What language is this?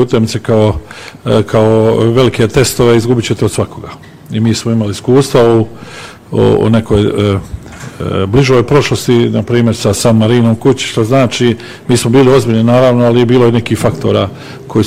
Bosnian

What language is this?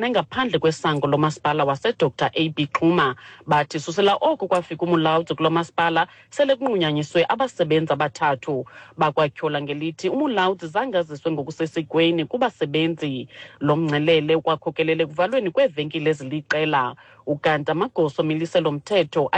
Xhosa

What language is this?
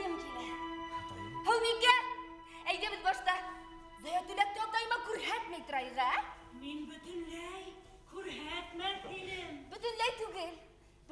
Bashkir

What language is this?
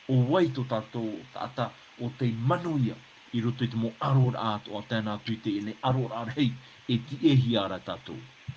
Tahitian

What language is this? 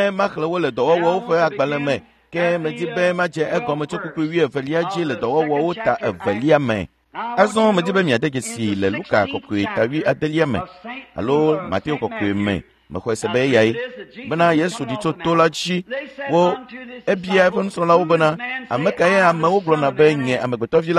Ewe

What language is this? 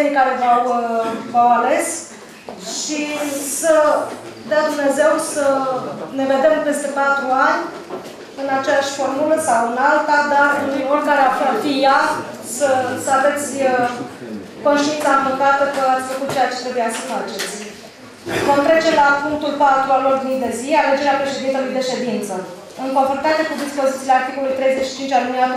Romanian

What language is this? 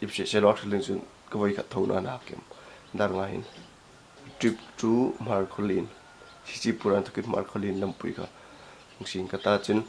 Hmar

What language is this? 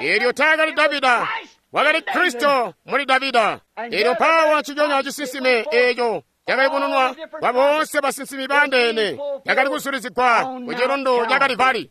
Tonga (Zambia)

